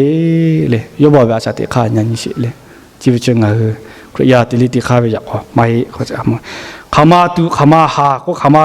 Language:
Lahu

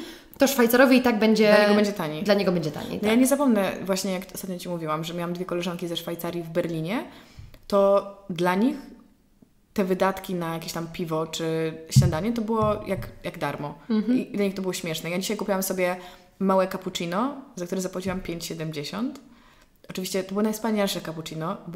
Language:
Polish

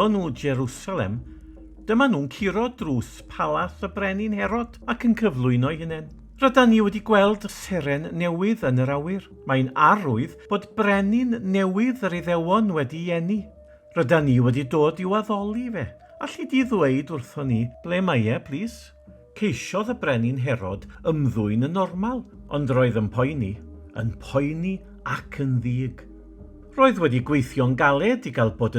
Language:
Welsh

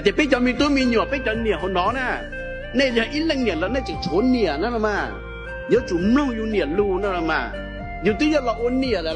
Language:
Hmong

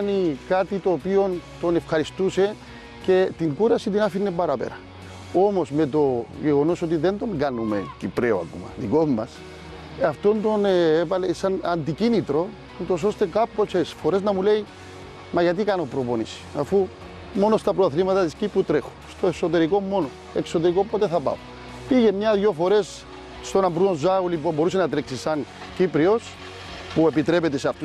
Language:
Greek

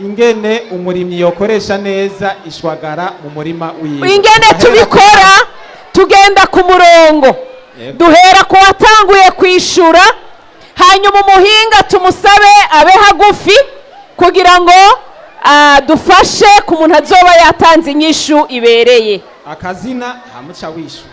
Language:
Rundi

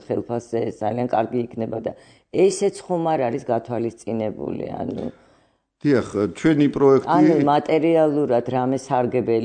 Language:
Georgian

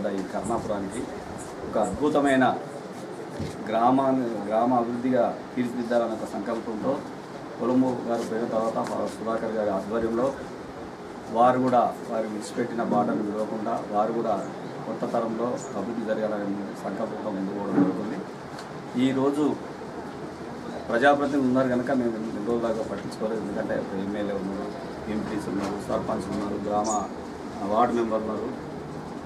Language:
Telugu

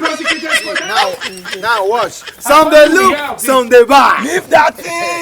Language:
Nigerian Pidgin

